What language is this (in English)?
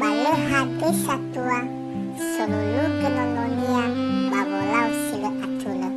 Nias